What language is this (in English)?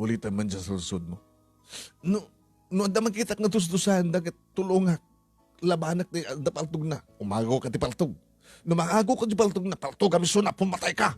Iloko